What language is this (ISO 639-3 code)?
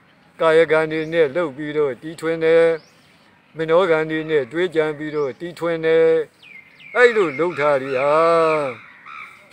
mya